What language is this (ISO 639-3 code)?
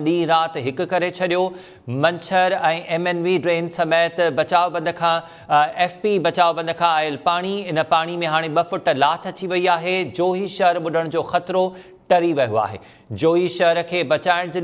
snd